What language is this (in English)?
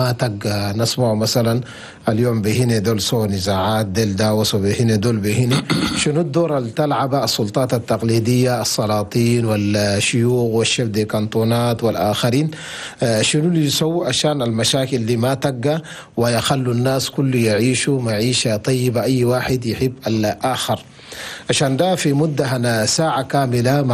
Chadian Arabic